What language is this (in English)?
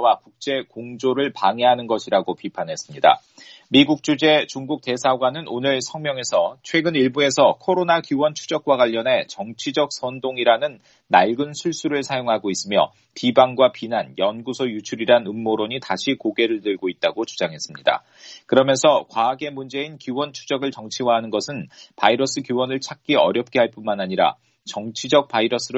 Korean